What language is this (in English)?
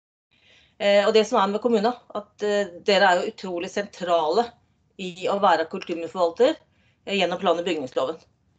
Norwegian